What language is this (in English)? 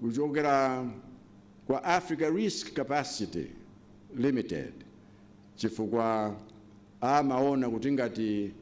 Nyanja